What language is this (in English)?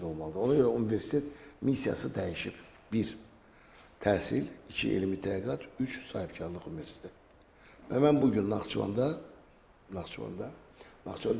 Azerbaijani